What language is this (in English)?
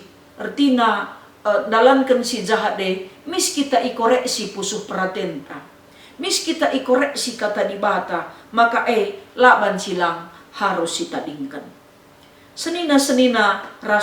Batak Karo